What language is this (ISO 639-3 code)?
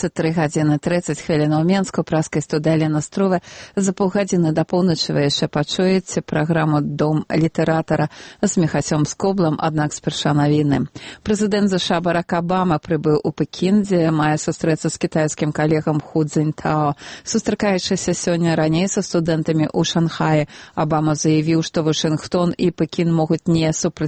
bel